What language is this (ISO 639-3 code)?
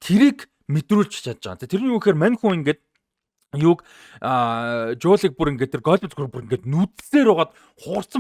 mon